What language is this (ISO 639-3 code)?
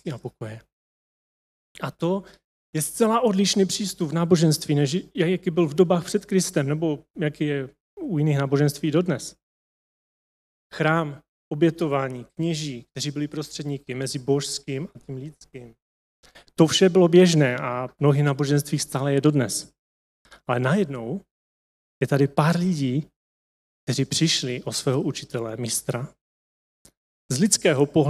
ces